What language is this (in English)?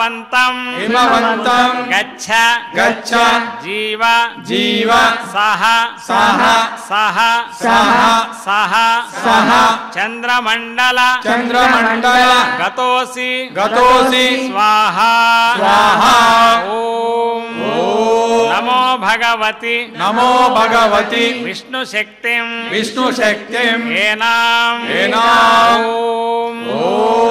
Telugu